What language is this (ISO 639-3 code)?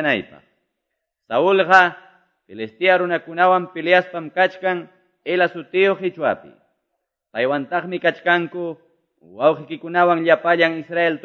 que